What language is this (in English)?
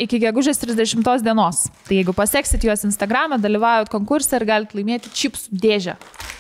Lithuanian